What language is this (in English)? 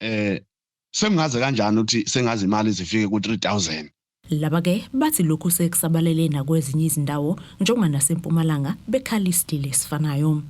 Zulu